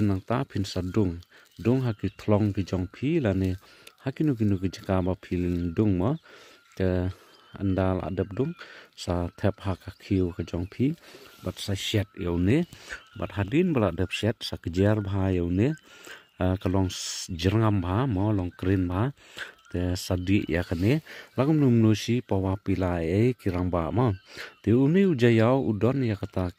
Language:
Khasi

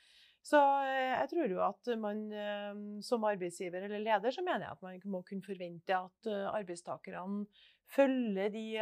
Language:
Norwegian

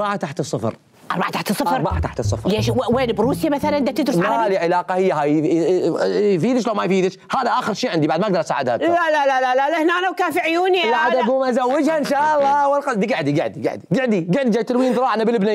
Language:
Mesopotamian Arabic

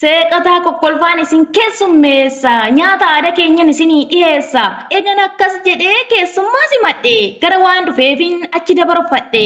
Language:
Oromo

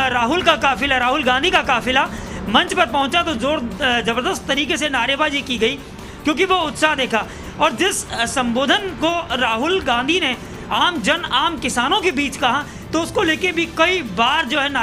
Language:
Hindi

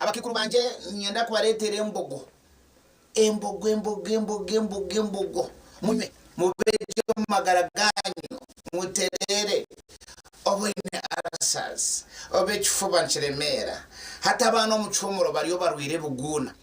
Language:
Nyankole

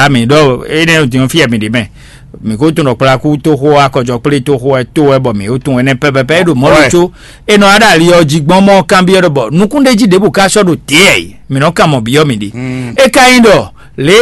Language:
Fon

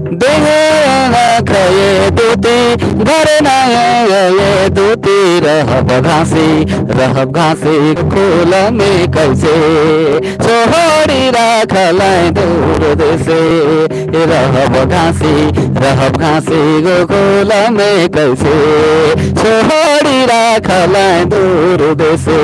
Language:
Sadri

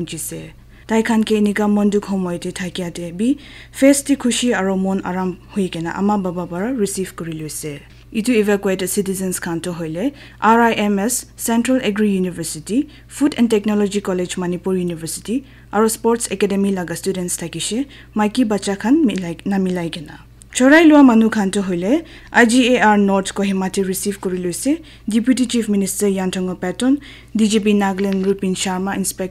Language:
Naga Pidgin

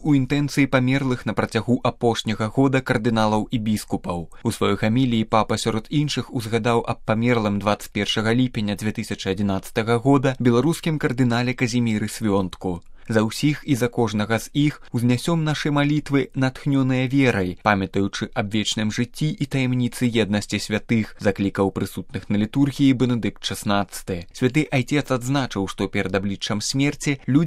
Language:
Belarusian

